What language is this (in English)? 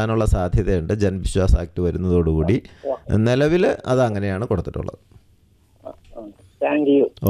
Malayalam